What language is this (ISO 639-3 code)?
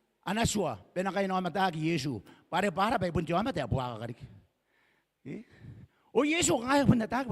gil